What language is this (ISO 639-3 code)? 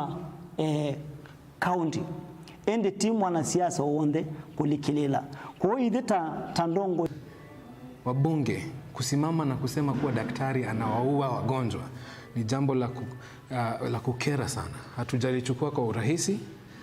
kam